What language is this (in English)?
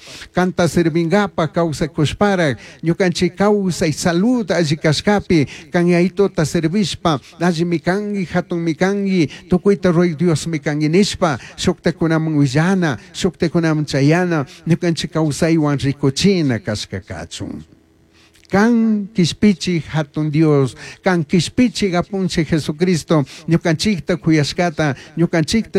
Chimborazo Highland Quichua